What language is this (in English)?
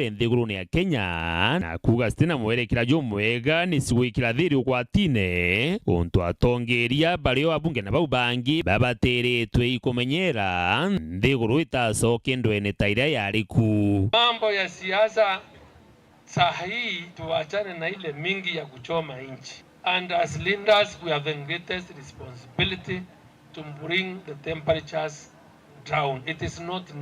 Meru